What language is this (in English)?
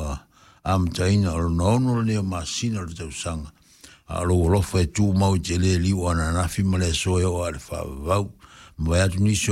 Samoan